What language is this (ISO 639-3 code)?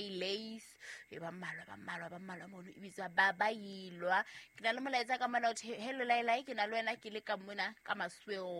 sot